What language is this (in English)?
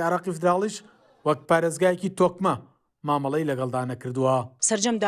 Central Kurdish